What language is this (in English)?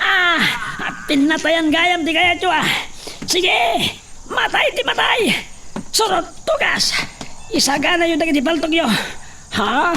Iloko